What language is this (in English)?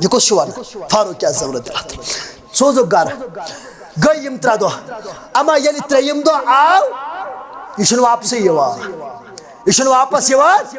Kashmiri